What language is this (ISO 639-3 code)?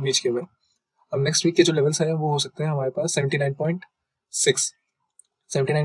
hin